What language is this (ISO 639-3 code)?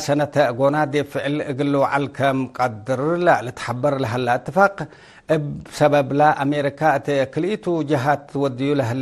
tig